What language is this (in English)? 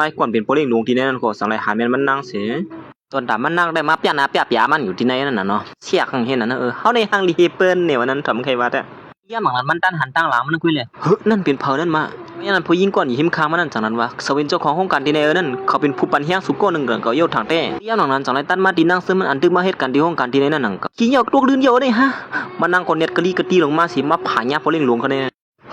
Shan